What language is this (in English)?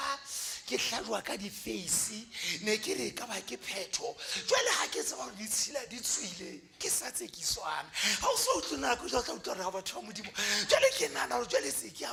Southern Sotho